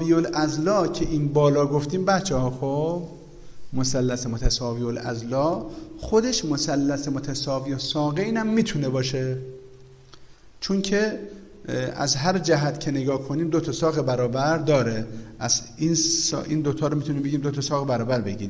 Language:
Persian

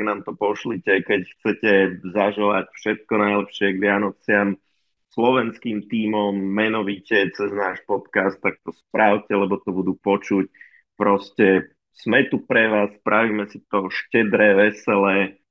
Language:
Slovak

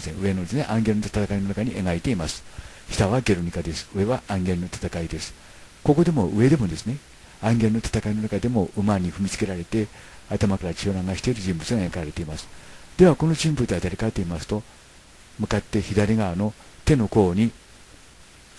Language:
Japanese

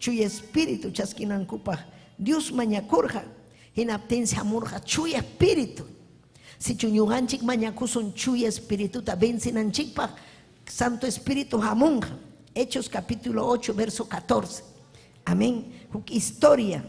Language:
Ayacucho Quechua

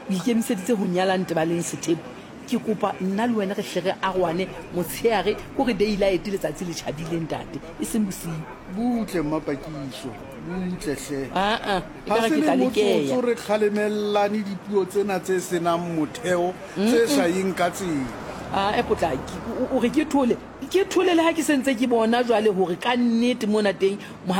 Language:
Southern Sotho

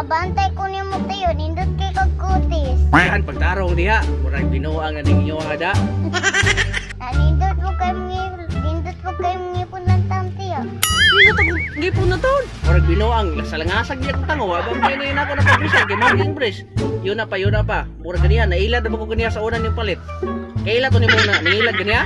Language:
Cebuano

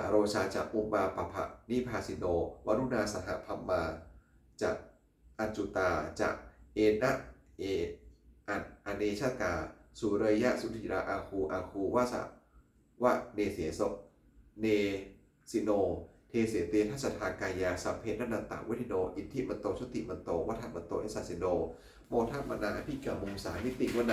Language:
Pali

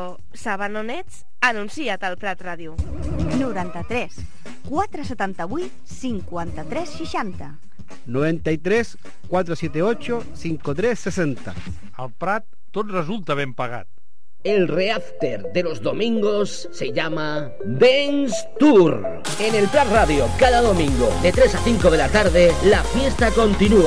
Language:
Catalan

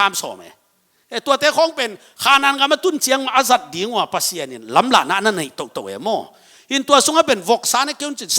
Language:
Tedim Chin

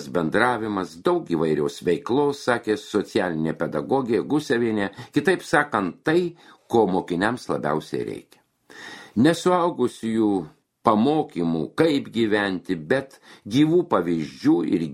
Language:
Lithuanian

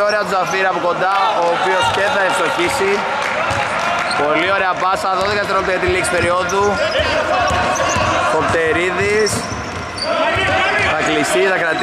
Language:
Greek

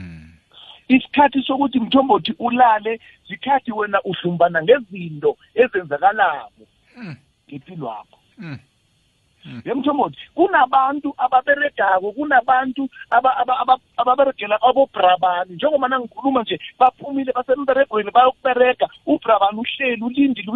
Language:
South Ndebele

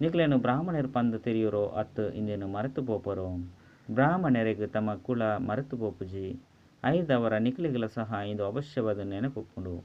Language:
Tulu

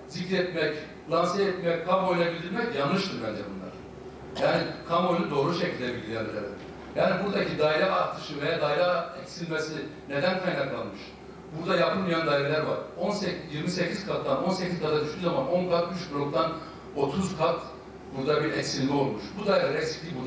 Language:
Turkish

